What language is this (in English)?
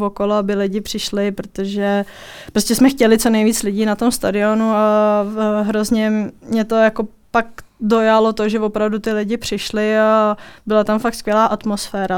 Czech